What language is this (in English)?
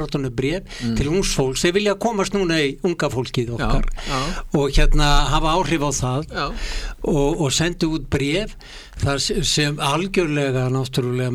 Icelandic